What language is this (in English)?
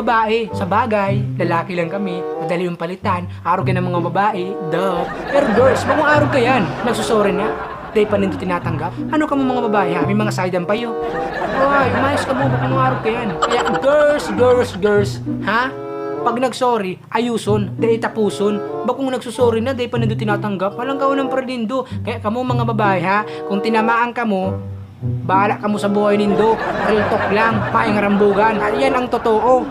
Bikol